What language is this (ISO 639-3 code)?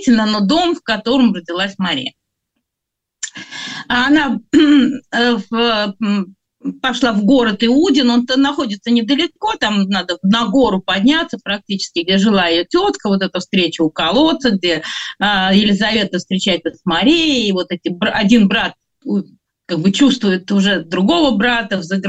rus